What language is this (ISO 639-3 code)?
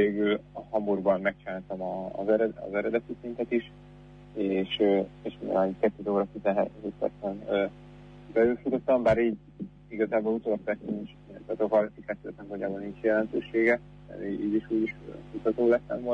hun